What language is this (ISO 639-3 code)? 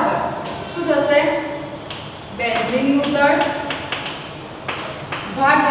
guj